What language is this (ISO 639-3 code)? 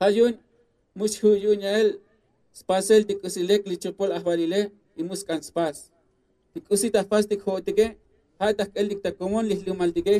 tzo